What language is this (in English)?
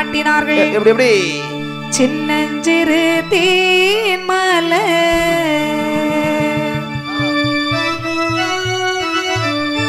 Tamil